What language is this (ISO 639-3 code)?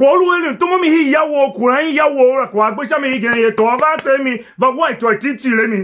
tiv